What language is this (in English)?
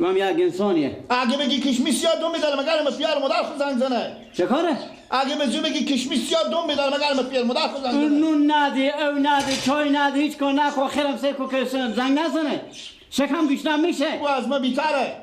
Persian